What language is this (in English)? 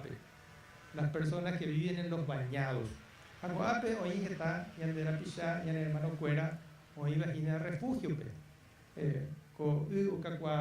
Guarani